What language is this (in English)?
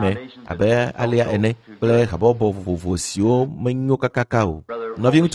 Ewe